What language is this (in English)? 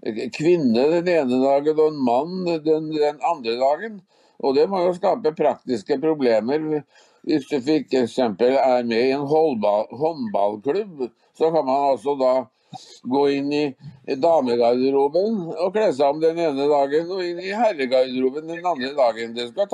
Norwegian